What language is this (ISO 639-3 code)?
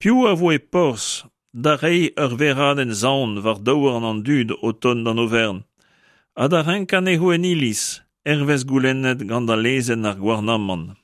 bre